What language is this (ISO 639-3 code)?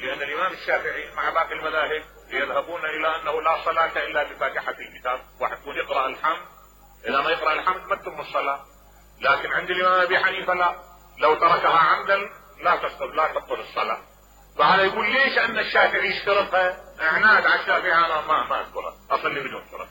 acm